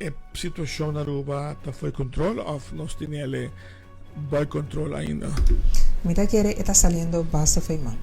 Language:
Papiamento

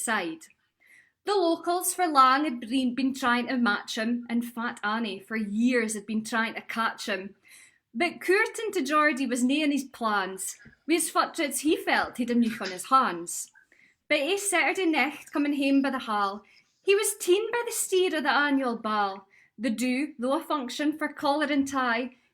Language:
Scots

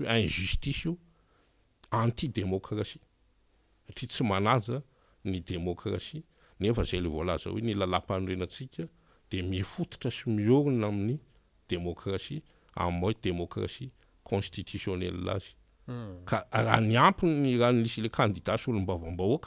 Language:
Malagasy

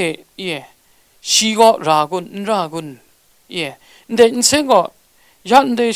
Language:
Kachin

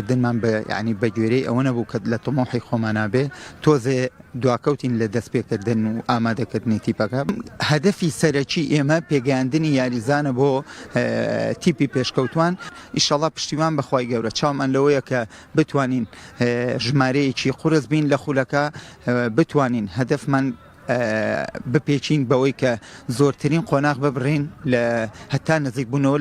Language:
Central Kurdish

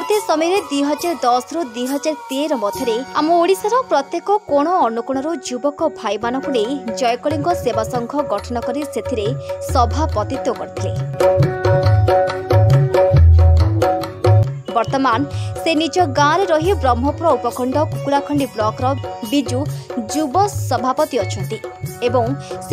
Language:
Odia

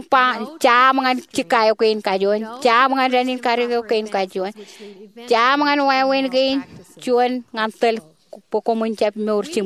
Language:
Marshallese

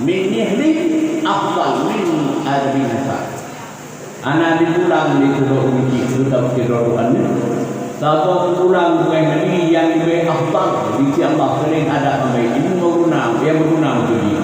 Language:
Achinese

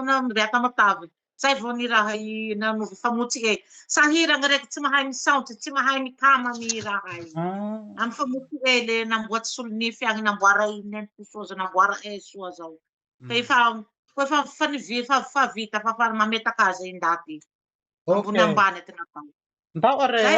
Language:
Malagasy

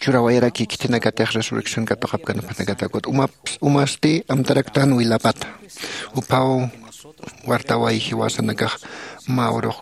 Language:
Aymara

